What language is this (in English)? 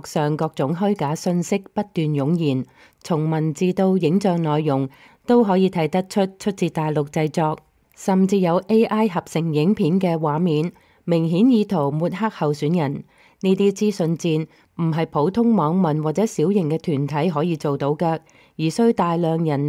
Cantonese